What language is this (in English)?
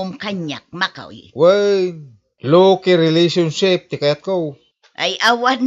Iloko